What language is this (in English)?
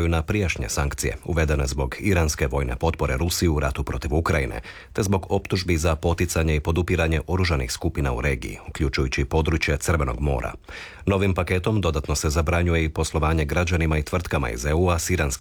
Croatian